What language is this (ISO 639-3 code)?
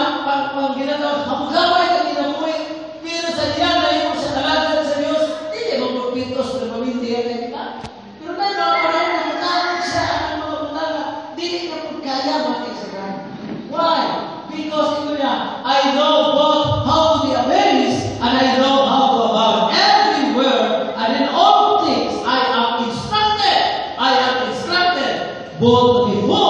ceb